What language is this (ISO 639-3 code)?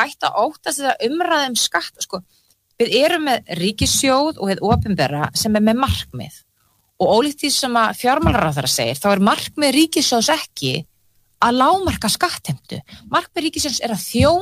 isl